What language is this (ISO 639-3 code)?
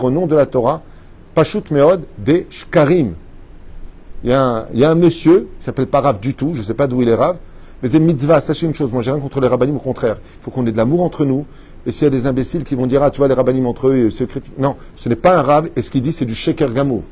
fra